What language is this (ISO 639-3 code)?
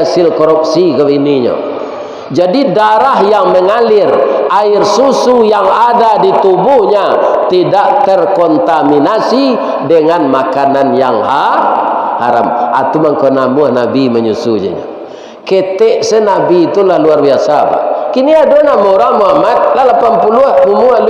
min